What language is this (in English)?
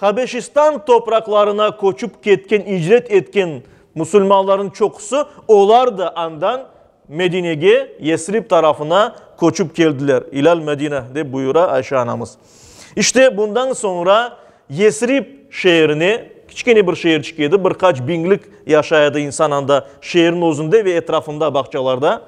Crimean Tatar